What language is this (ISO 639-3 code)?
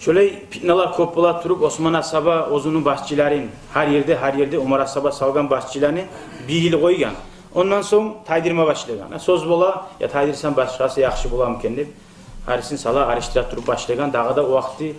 kum